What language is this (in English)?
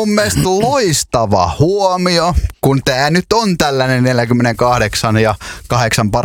Finnish